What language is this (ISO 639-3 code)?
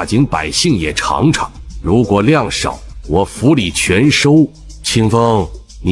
zho